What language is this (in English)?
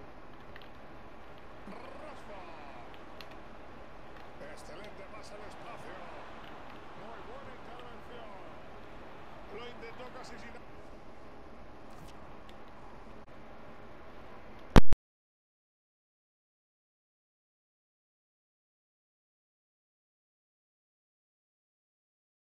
Spanish